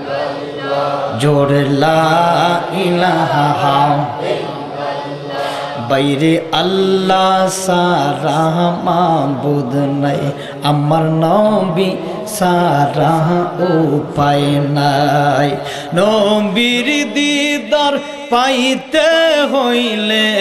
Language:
Sylheti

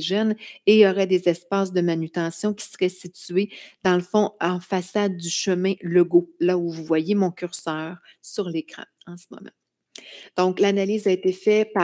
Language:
French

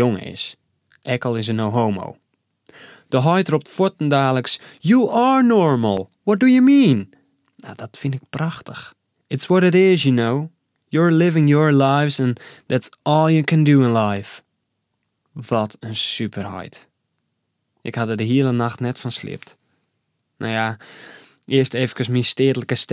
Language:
Western Frisian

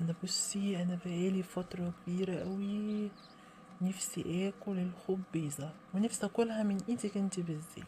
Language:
Egyptian Arabic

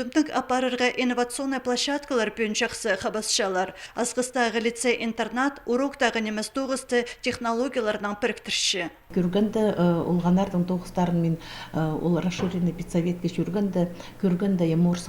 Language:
Khakas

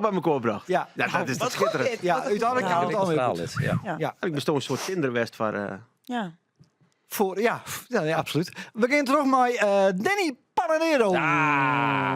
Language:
Western Frisian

